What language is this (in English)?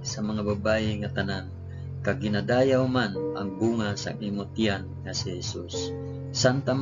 Hiligaynon